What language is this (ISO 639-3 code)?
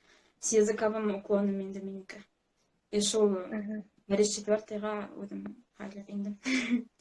bak